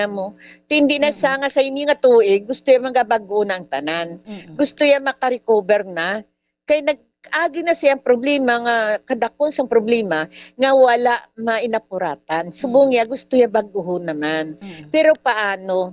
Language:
Hiligaynon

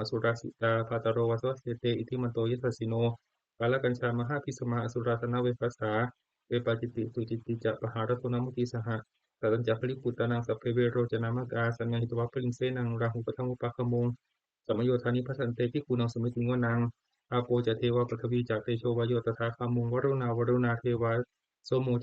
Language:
Pali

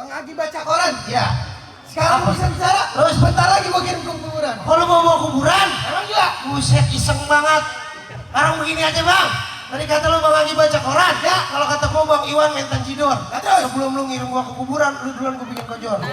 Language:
Betawi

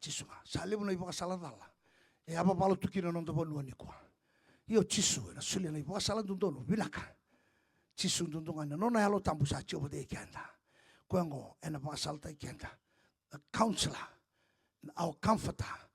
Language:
Fijian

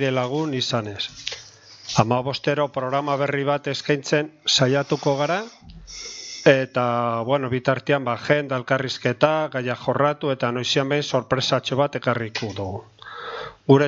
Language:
Basque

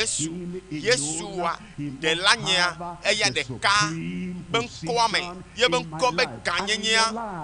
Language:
Ewe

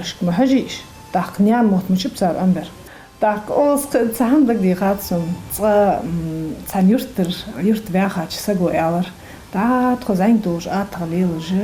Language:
Ingush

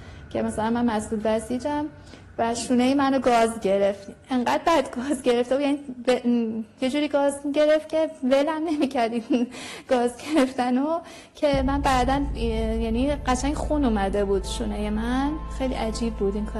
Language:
Persian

